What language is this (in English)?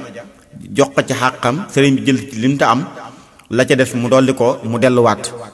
Wolof